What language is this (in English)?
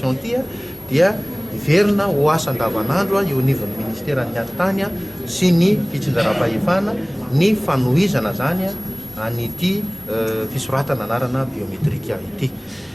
Malagasy